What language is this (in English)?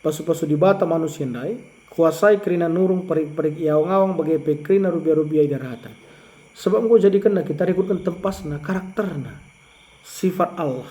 Batak Karo